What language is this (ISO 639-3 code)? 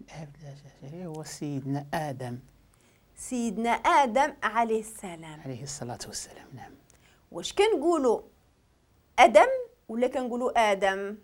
ary